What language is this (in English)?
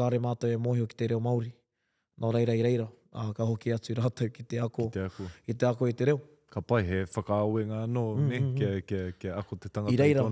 Māori